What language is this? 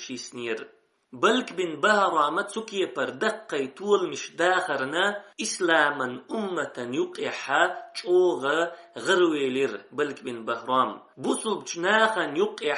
Chechen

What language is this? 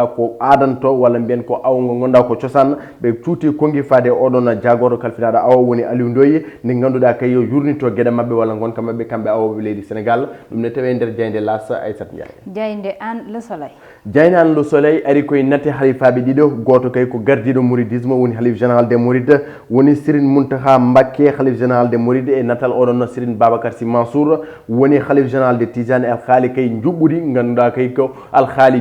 Fula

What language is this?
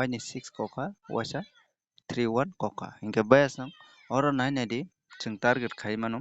Kok Borok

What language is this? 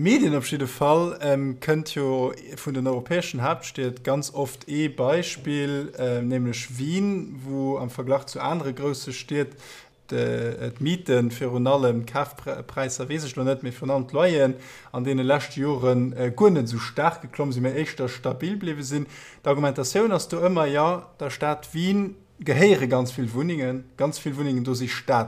Luxembourgish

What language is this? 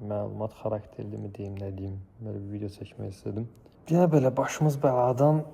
Azerbaijani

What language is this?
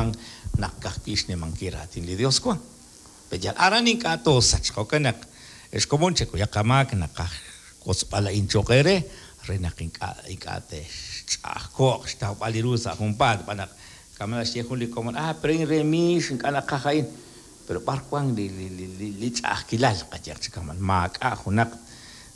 Kekchí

